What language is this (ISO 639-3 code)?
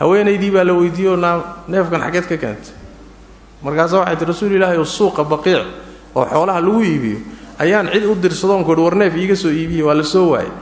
som